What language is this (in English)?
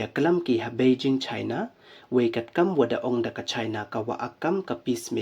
Pnar